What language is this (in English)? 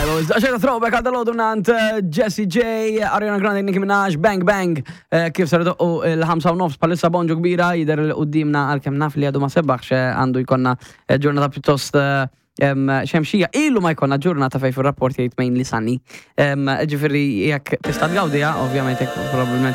Maltese